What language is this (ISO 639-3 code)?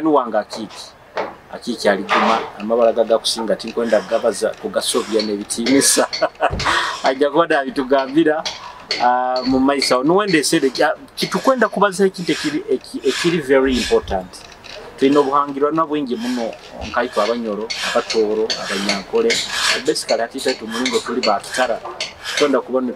nyo